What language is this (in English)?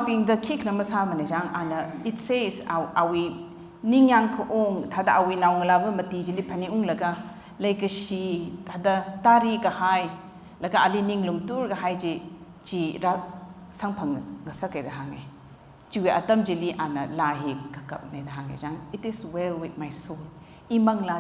Tangkhul Naga (India)